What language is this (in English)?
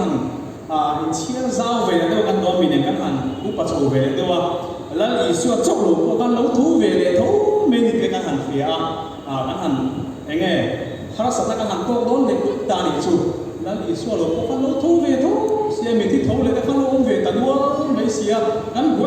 Mizo